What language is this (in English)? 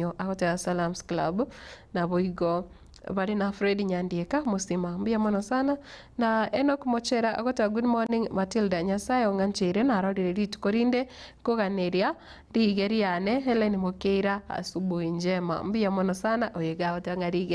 Gusii